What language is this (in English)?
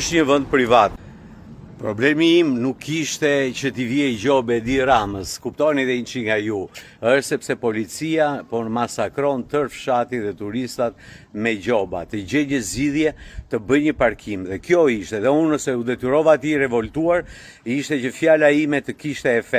Albanian